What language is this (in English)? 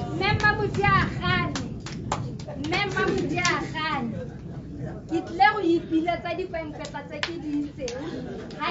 Tswana